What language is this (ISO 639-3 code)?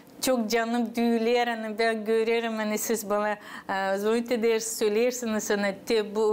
gag